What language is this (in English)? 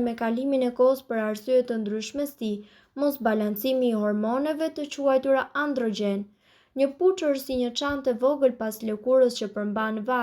Albanian